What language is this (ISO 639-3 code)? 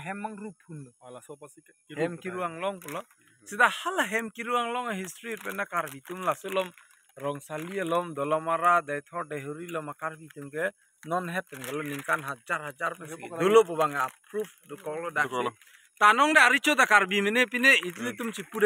mjw